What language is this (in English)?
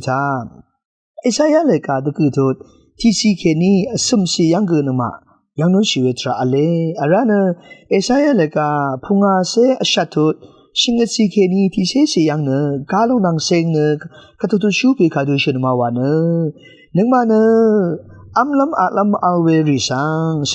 Rawang